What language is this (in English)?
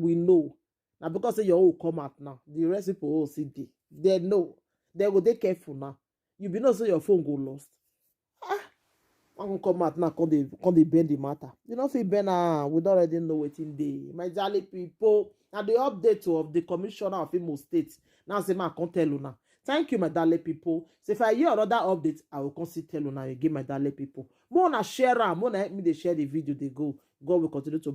Nigerian Pidgin